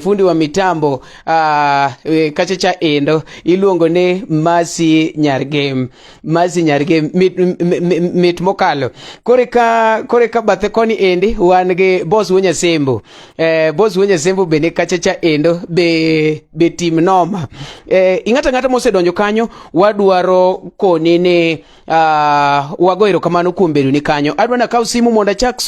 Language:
Luo (Kenya and Tanzania)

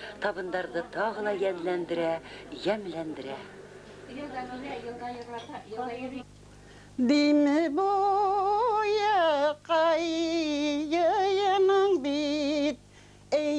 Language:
Bashkir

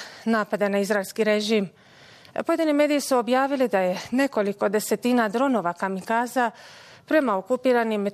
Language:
Bosnian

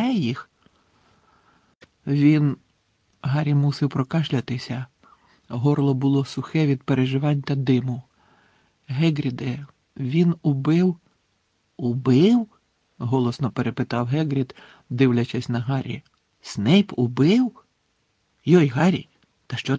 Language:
Ukrainian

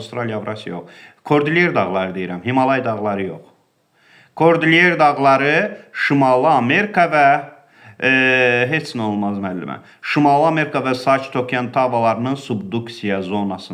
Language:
Azerbaijani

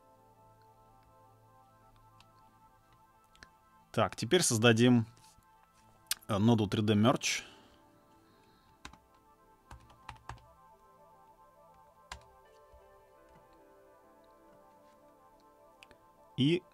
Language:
Russian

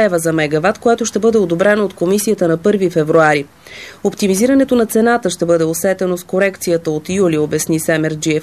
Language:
Bulgarian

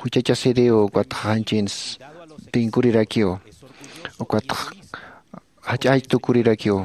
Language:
Aymara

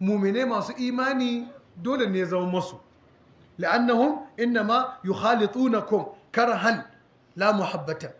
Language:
Hausa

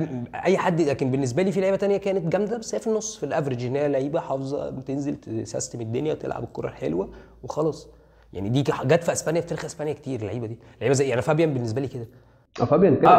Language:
Egyptian Arabic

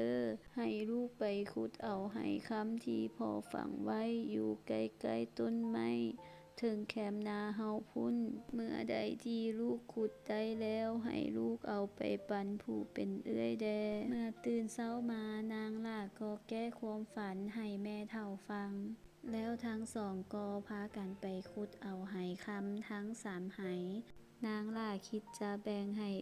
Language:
Lao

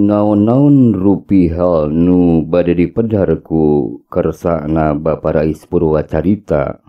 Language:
Sundanese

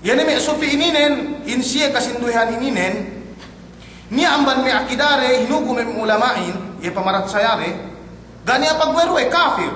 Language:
Yakan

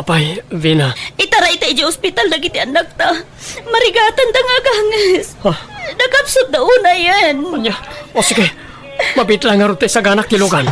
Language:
Iloko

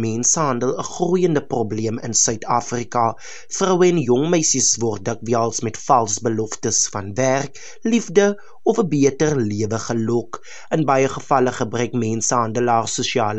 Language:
Afrikaans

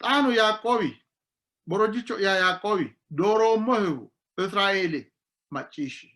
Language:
Sidamo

